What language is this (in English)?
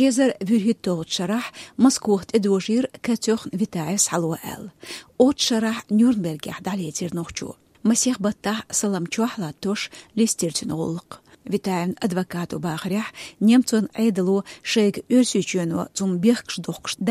Chechen